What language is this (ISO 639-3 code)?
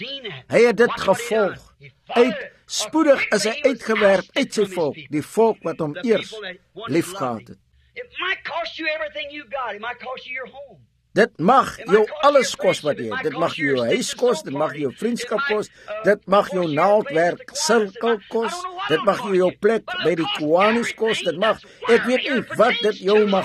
afr